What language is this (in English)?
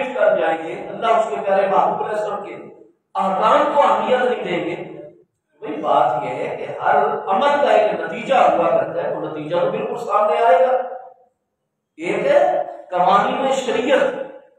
Urdu